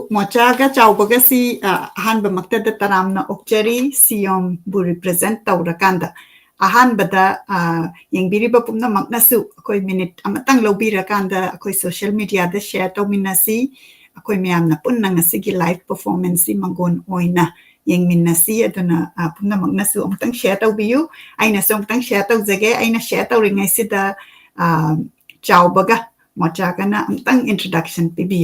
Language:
Manipuri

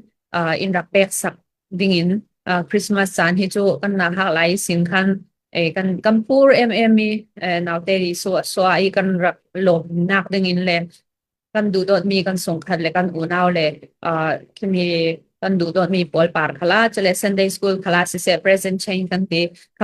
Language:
Falam Chin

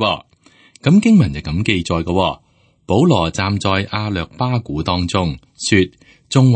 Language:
Cantonese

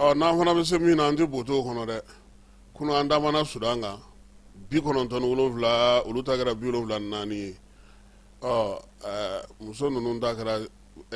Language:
Bambara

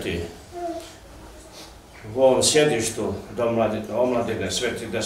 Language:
Serbian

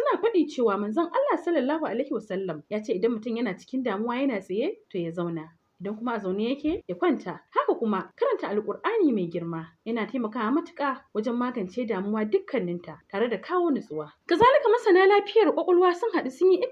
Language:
Hausa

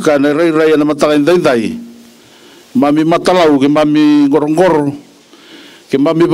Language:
Fijian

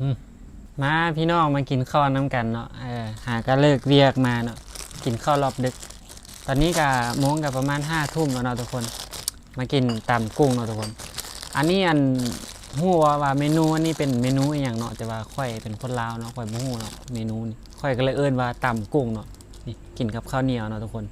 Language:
Northeastern Thai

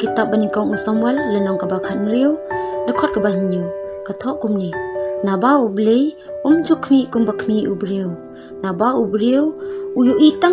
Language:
Khasi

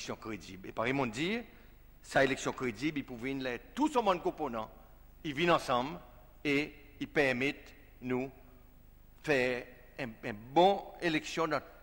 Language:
Seselwa Creole French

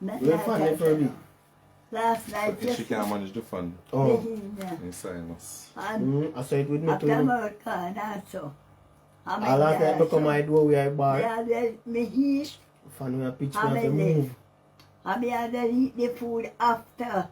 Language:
Jamaican Creole English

